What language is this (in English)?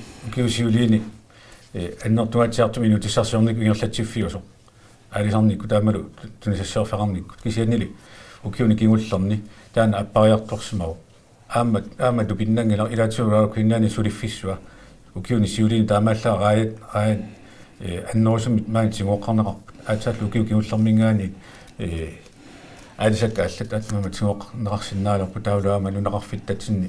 Kalaallisut